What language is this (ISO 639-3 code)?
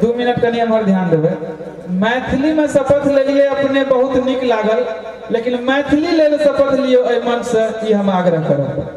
mai